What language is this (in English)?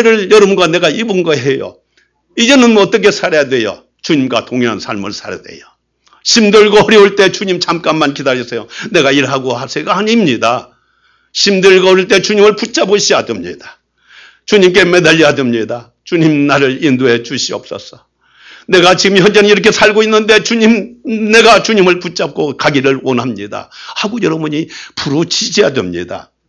Korean